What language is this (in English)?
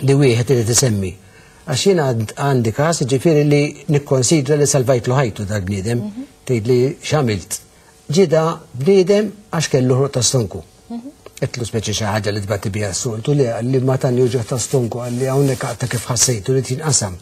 Maltese